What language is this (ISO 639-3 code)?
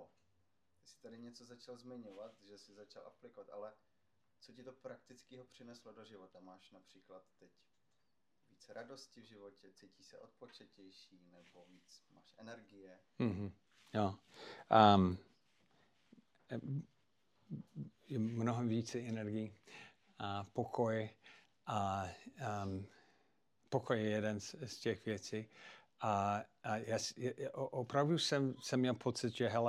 ces